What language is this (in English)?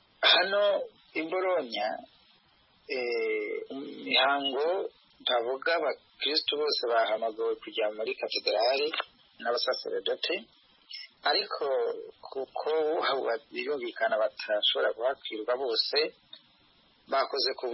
Kinyarwanda